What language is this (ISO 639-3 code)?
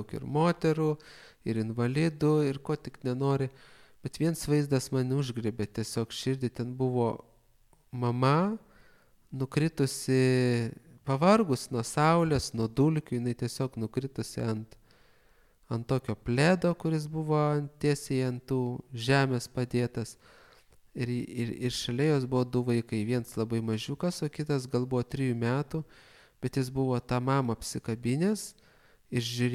lit